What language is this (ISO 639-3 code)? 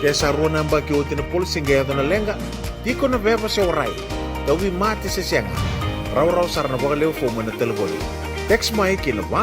fij